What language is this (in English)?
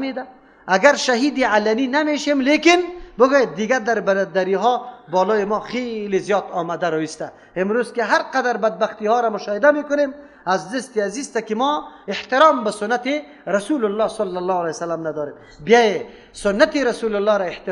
Persian